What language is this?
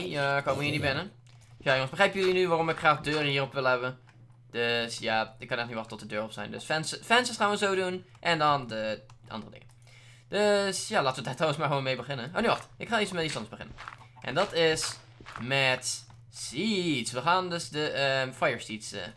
Dutch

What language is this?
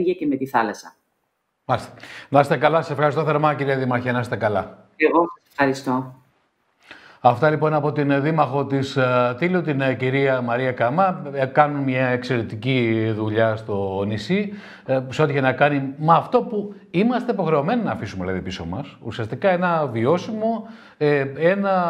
Greek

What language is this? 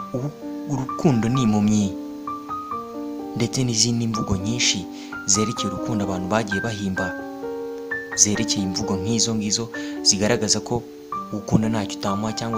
Kinyarwanda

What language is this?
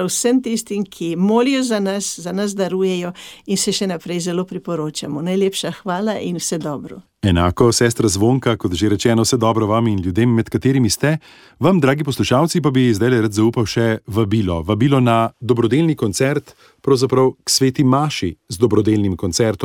Slovenian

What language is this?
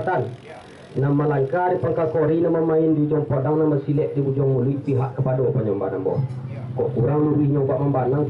Minangkabau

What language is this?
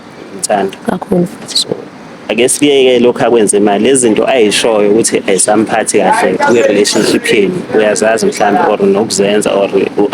Zulu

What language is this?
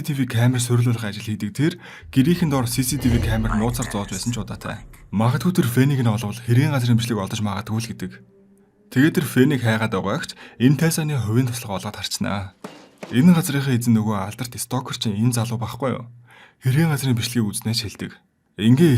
Mongolian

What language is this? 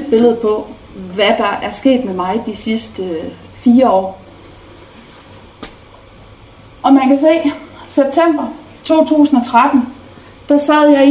Danish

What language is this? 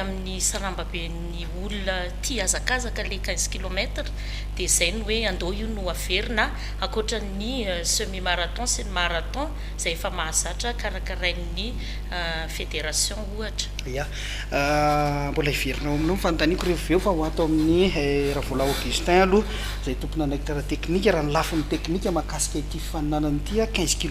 Malagasy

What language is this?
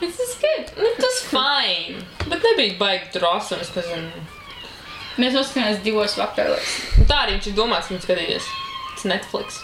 Latvian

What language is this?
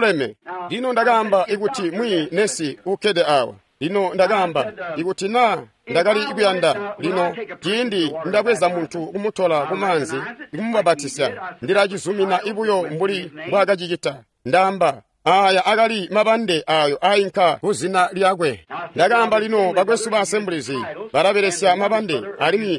Tonga (Zambia)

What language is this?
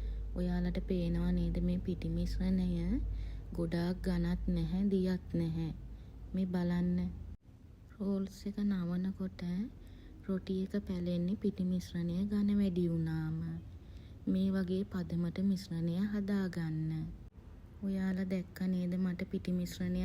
Sinhala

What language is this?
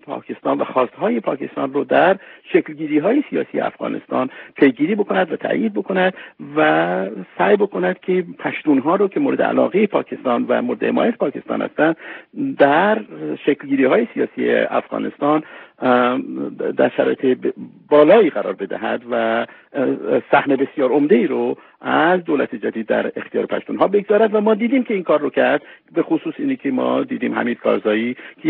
Persian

